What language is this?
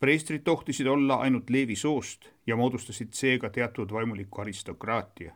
Estonian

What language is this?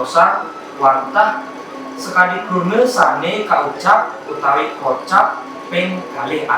Balinese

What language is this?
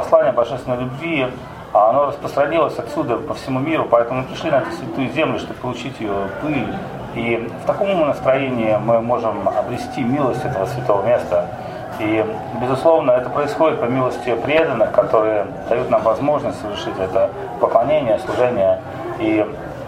Russian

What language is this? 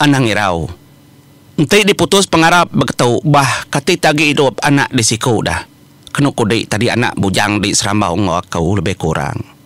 Iban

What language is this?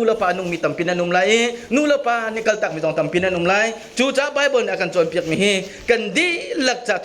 Hakha Chin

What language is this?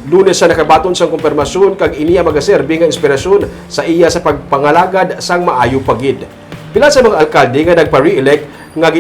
Hiligaynon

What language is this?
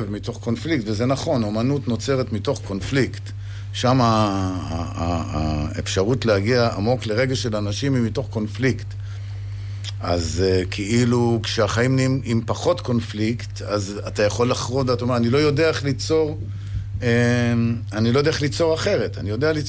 Hebrew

